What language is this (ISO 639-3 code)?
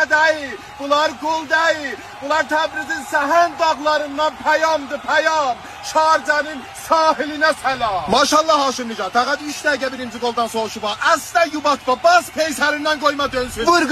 azb